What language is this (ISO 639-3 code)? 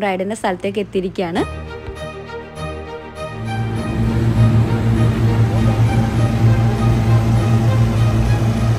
mal